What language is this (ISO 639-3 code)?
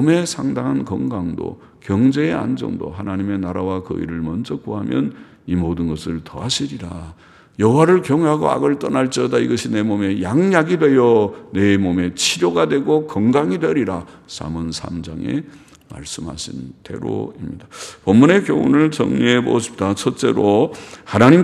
kor